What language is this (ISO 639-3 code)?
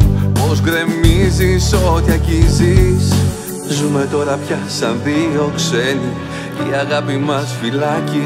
ell